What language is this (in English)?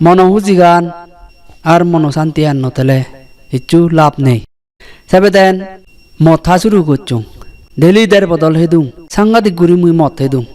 Chakma